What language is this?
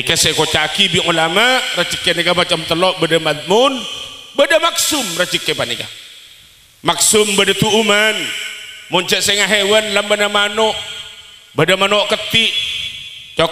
Madurese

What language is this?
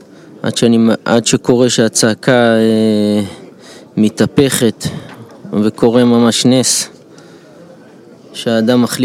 Hebrew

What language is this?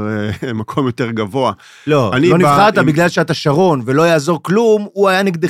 Hebrew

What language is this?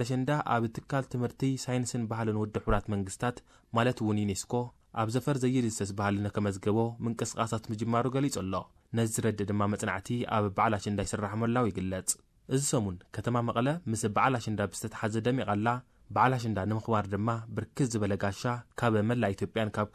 Tigrinya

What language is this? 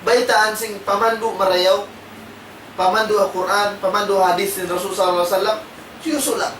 Tausug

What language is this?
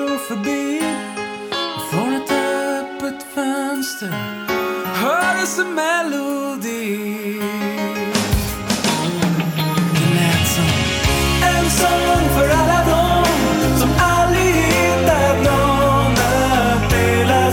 Swedish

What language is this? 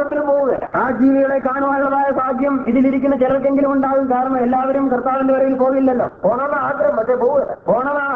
Malayalam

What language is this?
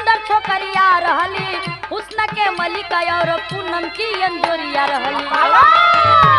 Bhojpuri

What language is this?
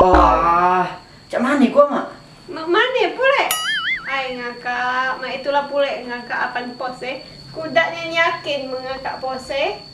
Musi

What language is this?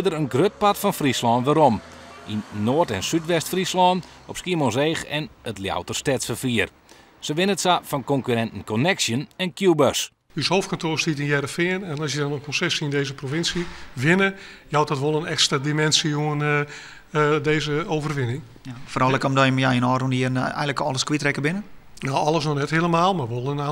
Western Frisian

